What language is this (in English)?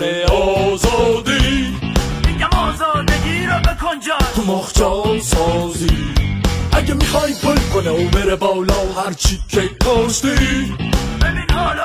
Persian